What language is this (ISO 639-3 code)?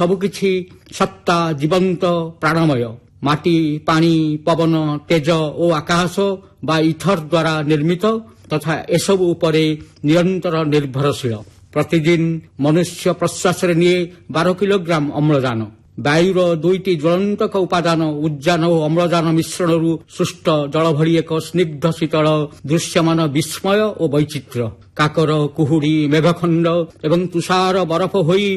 ori